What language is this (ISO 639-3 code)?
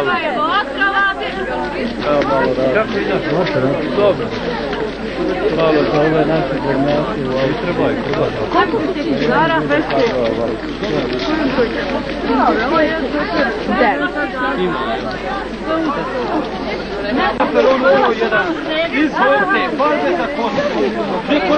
bos